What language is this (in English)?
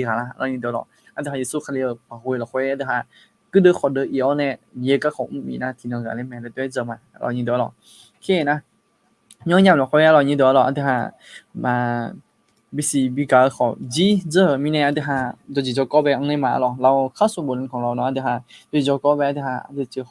Akha